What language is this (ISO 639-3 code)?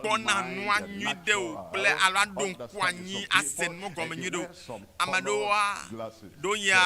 ewe